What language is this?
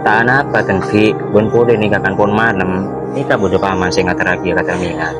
Madurese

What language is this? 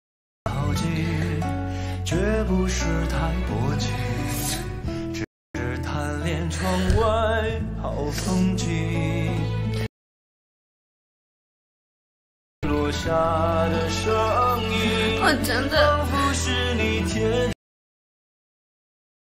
Chinese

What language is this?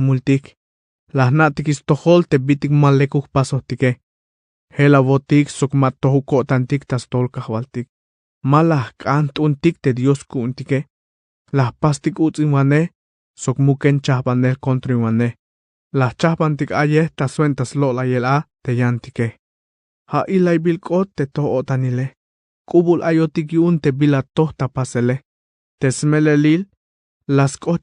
Tzeltal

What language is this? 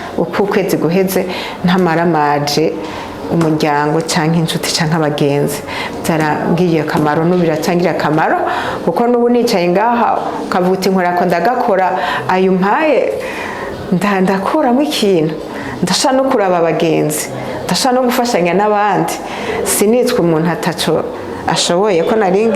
Rundi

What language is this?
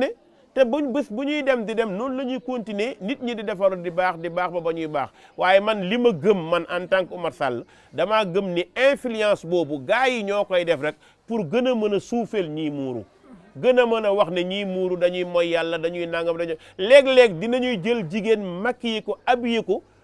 Wolof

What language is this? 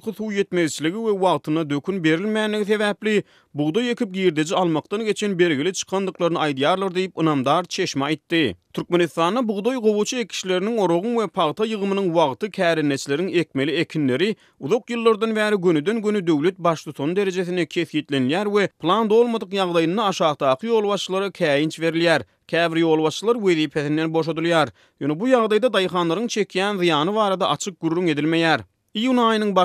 Turkmen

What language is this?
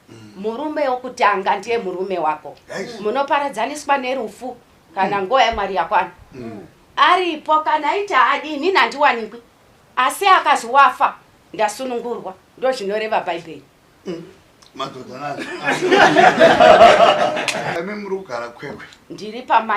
Shona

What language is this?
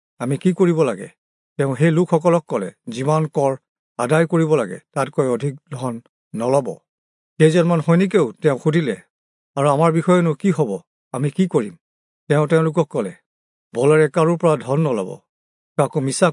Assamese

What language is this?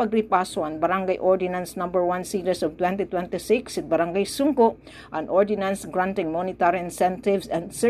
Waray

